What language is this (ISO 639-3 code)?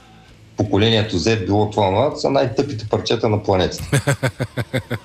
bul